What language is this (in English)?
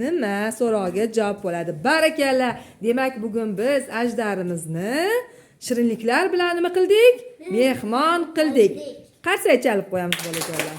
Uzbek